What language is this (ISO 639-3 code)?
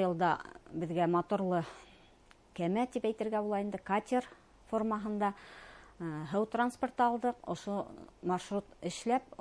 bak